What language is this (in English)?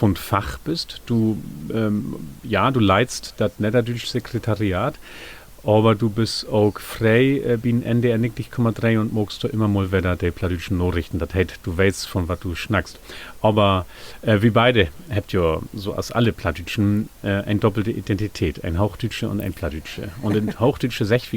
Low German